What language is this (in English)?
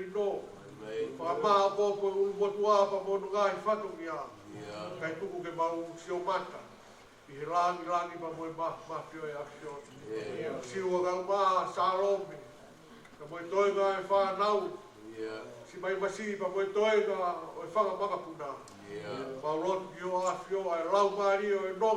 Tongan